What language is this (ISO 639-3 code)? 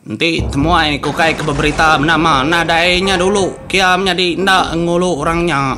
iba